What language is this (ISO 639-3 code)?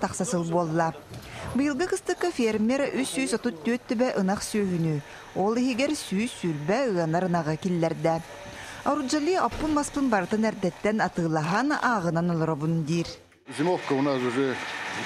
sah